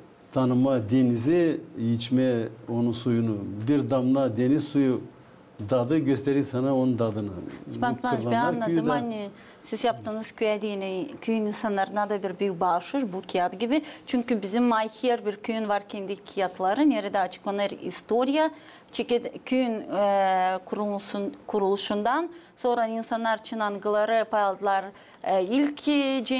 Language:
Gagauz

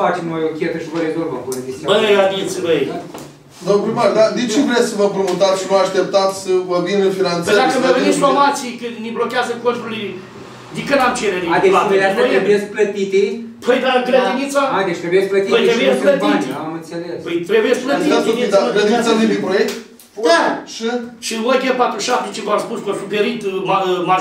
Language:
Romanian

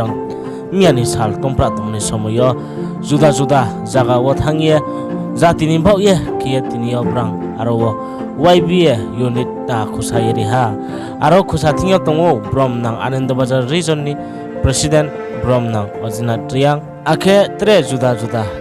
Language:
Riang (India)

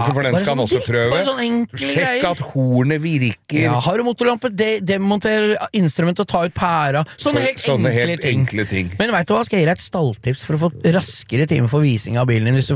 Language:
Norwegian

